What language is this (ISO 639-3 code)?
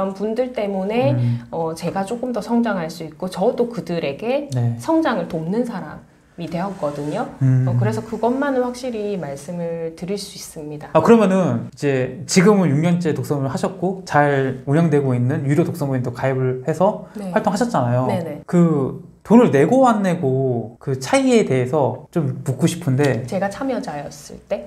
kor